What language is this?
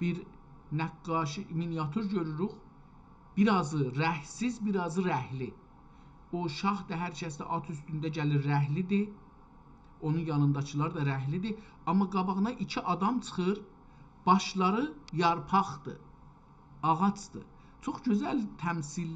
South Azerbaijani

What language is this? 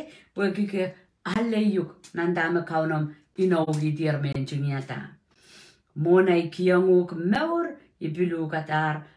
Pohnpeian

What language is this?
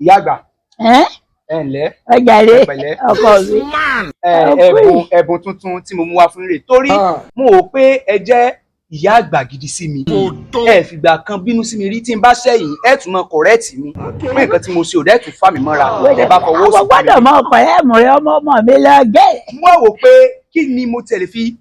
Yoruba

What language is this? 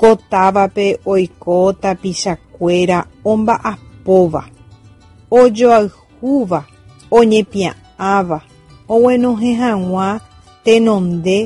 Guarani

